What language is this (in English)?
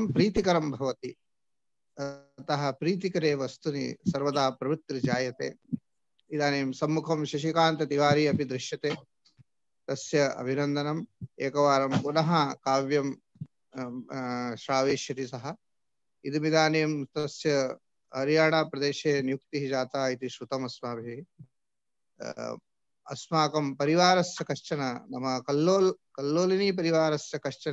Sanskrit